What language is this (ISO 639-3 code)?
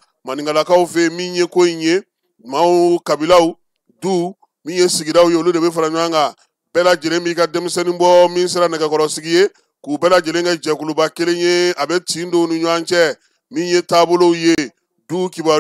bam